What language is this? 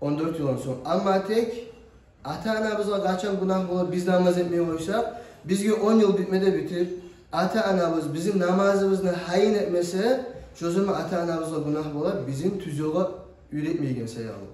Kumyk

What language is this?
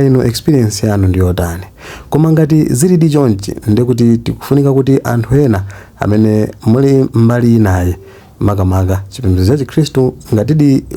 Nyanja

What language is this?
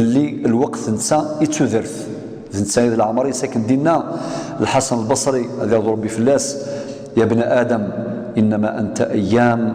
Kabyle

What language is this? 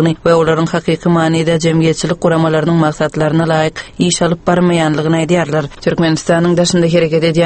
Turkmen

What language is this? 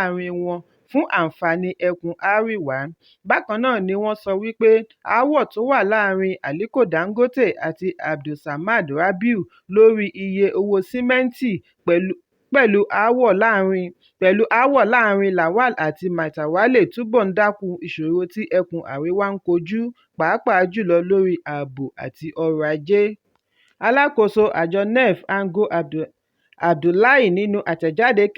Yoruba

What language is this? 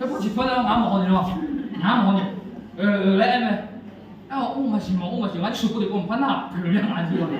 Akha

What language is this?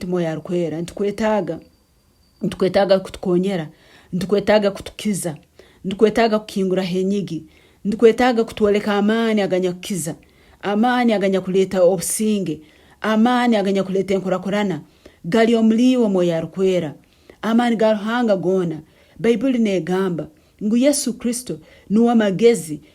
Nyankole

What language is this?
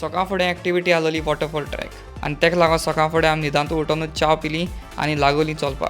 Konkani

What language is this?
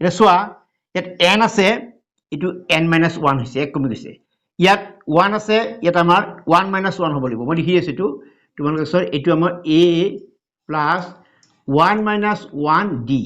Assamese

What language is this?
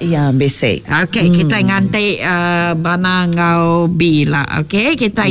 Iban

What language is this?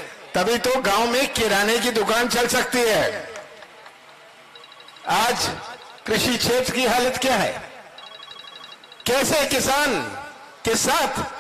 Hindi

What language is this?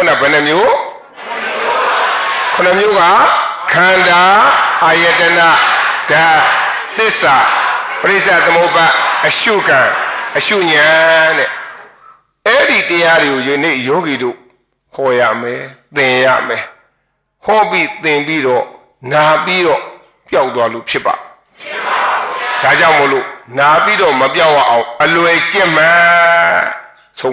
Burmese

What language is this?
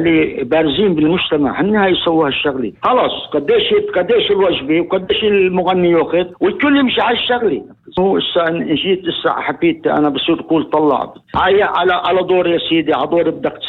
North Levantine Arabic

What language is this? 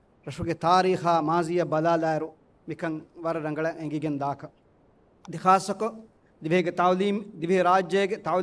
Divehi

